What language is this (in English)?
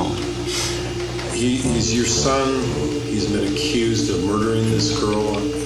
English